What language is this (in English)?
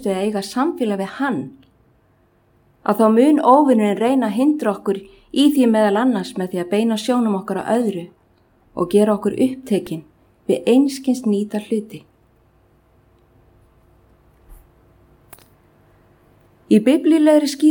Icelandic